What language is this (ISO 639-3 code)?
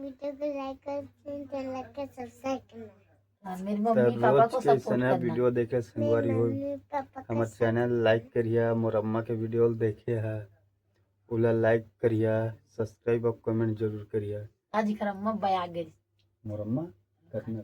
hne